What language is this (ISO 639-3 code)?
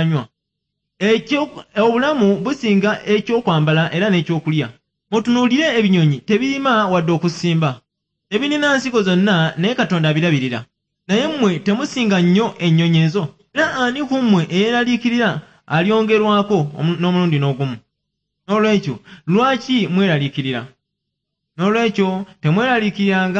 lug